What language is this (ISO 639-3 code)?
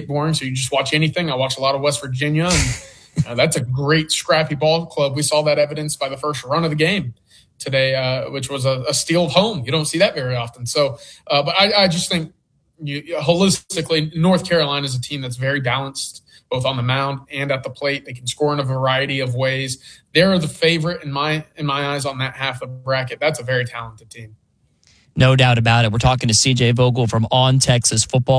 eng